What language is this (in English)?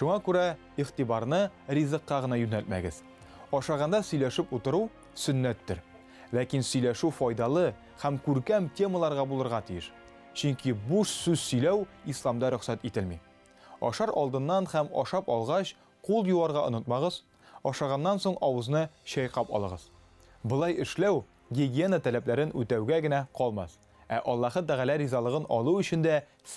Tatar